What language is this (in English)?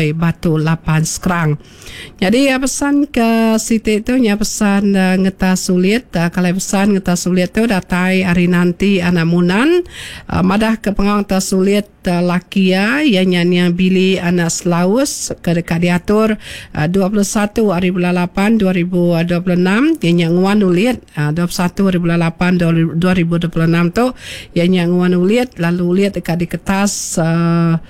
Iban